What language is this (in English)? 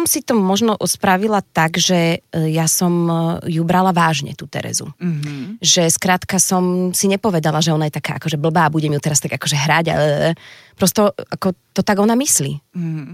Slovak